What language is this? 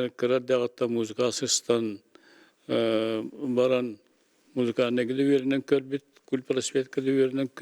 Yakut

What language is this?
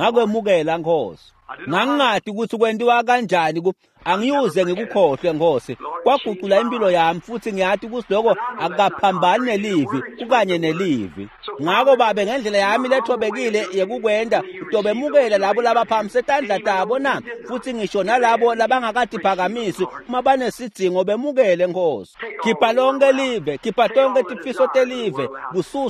Swati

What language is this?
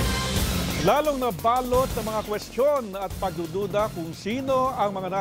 Filipino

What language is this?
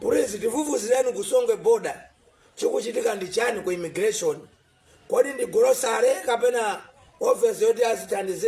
Nyanja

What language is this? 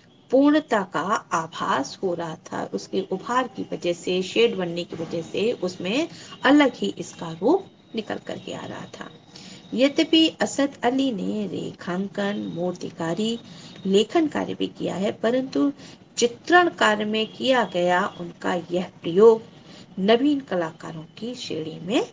Hindi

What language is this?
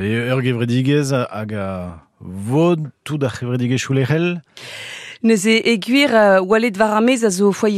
Breton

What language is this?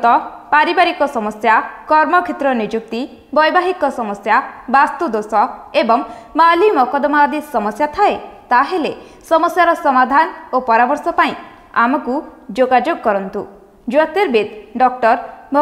Odia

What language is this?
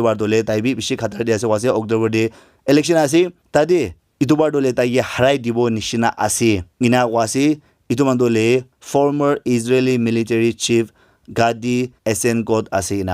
Naga Pidgin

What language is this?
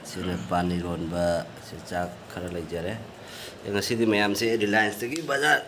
Manipuri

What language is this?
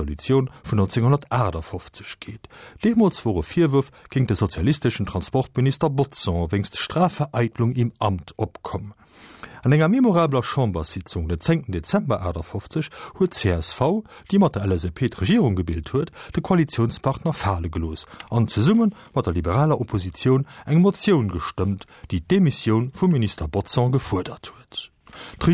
Luxembourgish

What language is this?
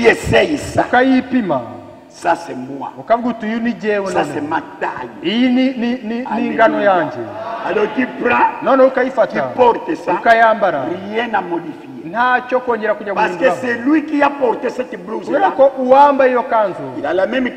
Kinyarwanda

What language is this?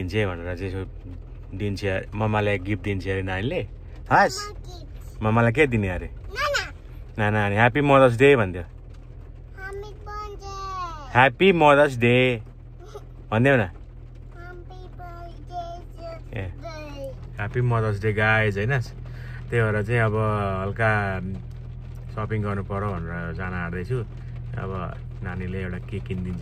Nepali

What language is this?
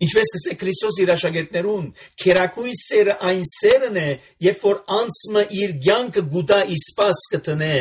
Armenian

